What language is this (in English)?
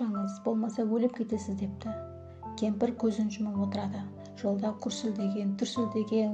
Kara-Kalpak